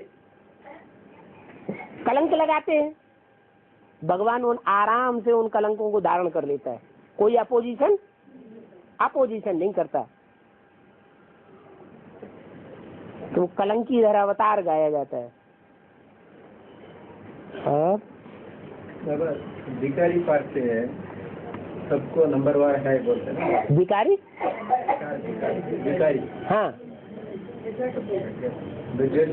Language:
Hindi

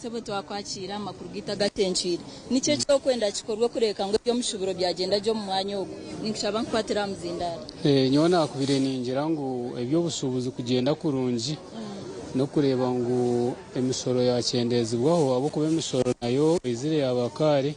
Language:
Nyankole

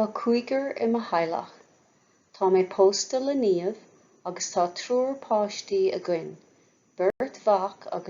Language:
Irish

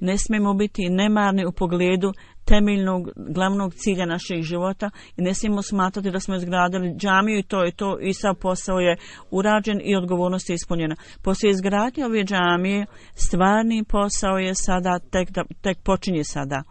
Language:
Bosnian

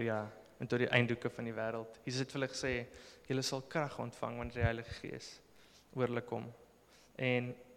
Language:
Afrikaans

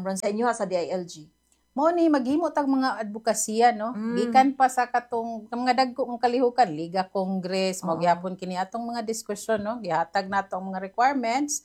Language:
Cebuano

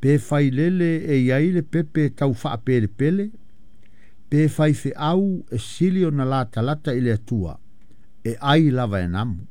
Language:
Samoan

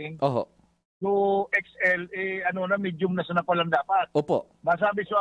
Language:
Bikol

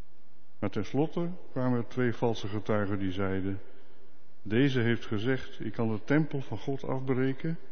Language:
Dutch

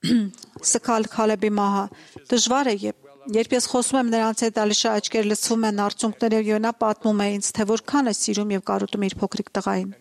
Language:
Armenian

